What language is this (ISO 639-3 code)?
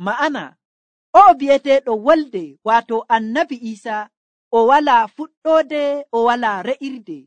fuv